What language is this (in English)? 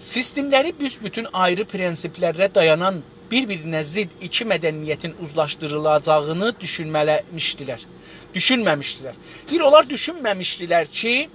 South Azerbaijani